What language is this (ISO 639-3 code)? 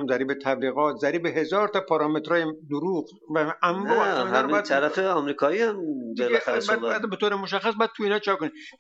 fas